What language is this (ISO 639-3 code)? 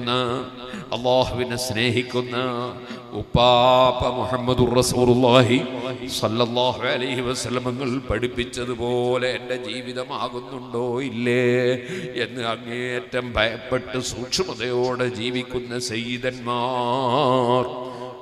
mal